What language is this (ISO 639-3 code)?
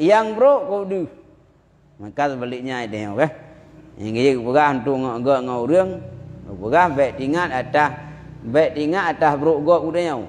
ace